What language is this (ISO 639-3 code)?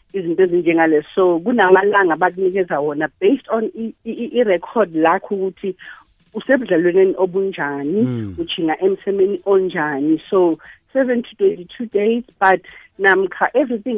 nbl